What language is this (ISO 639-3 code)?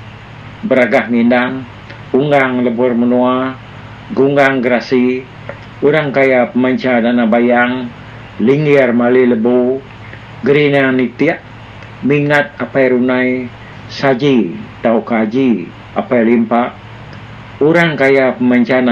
iba